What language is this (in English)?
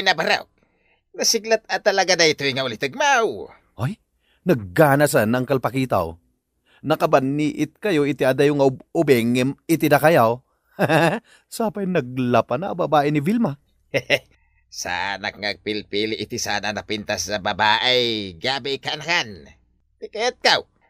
Iloko